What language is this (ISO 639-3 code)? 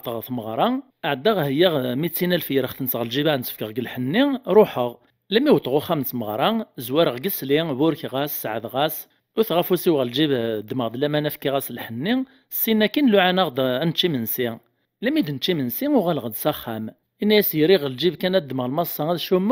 kab